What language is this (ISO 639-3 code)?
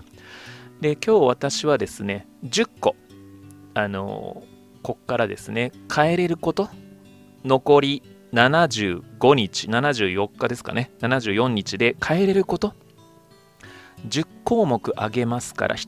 jpn